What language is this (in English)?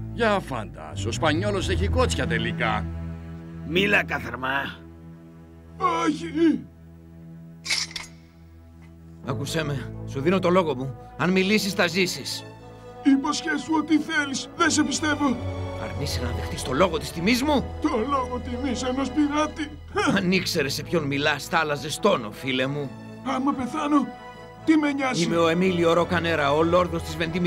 Greek